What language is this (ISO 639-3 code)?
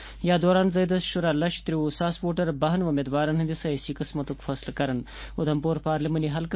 kas